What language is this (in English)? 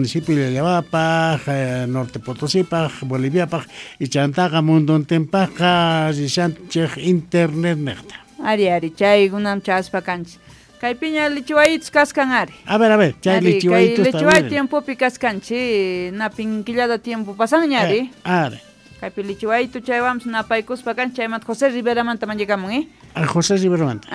South Bolivian Quechua